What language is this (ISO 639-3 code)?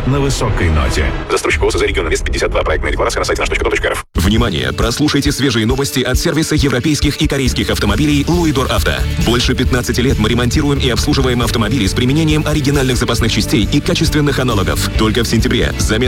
rus